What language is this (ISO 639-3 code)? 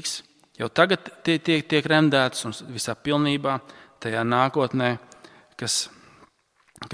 lav